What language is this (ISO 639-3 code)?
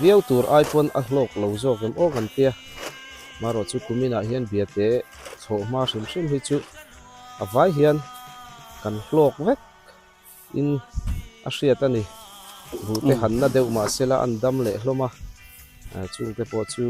biu